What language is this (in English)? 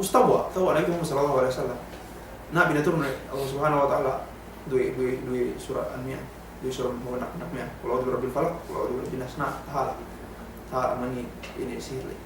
Yakan